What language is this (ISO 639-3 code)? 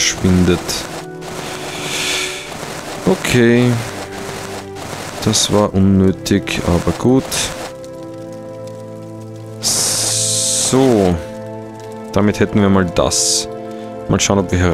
deu